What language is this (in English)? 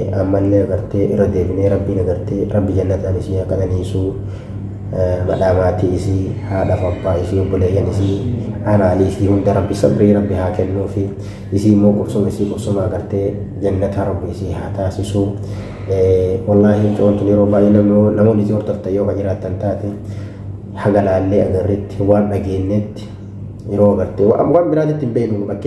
Oromo